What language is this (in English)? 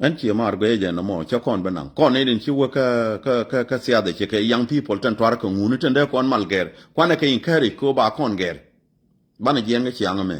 Nuer